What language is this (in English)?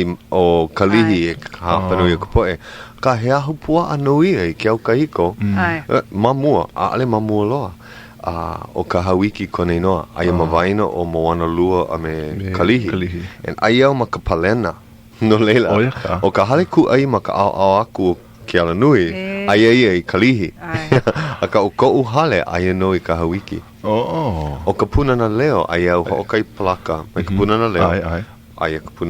Hawaiian